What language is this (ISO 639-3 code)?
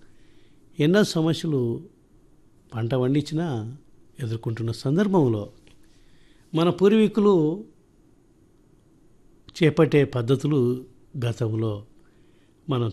tel